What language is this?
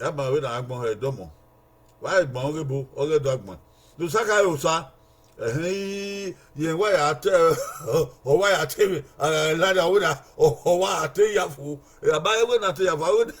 Bini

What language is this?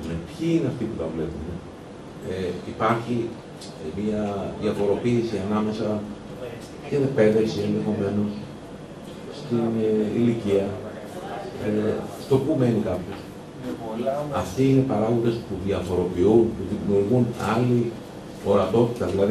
Greek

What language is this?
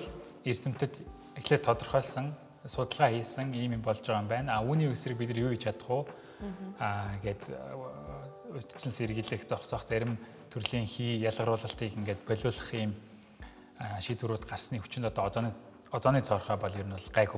Mongolian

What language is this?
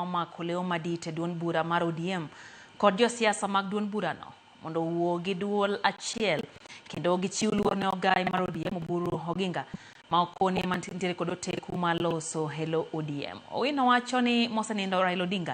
Luo (Kenya and Tanzania)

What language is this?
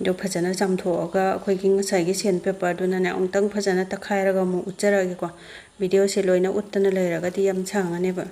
Manipuri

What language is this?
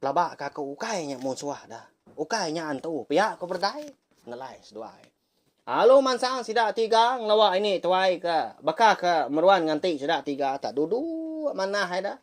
Iban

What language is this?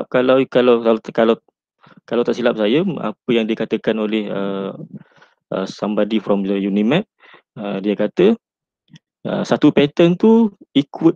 Malay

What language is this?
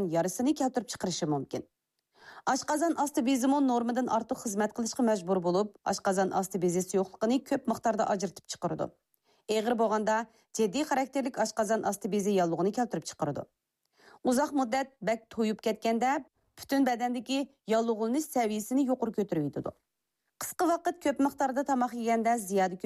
Uyghur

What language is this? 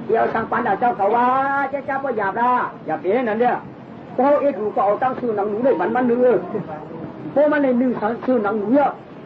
Shan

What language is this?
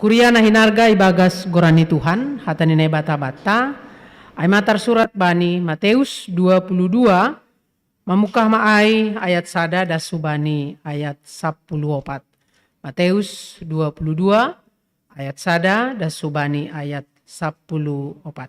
Batak Simalungun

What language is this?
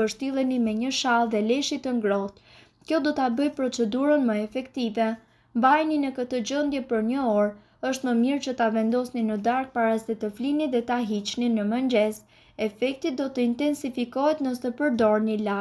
Albanian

